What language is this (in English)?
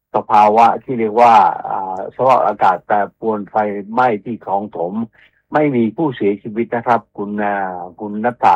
Thai